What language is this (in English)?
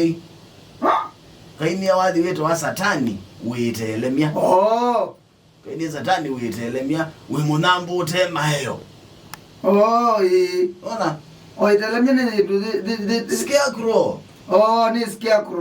Kamba